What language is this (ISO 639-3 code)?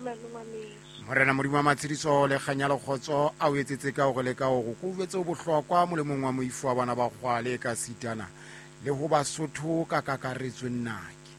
sot